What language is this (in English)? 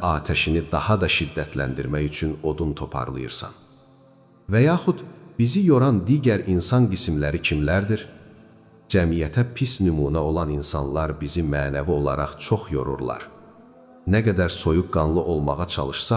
Azerbaijani